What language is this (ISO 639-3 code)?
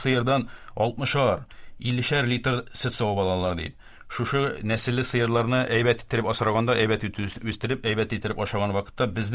tat